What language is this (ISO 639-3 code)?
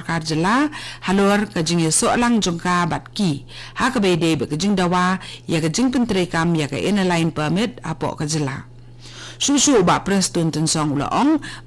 kha